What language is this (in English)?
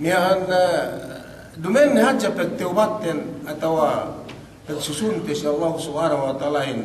Yakan